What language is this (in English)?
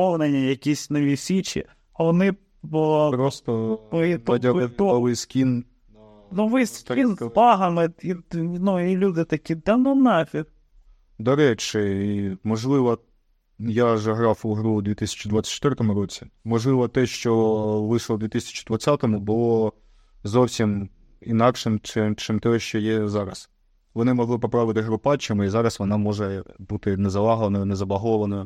Ukrainian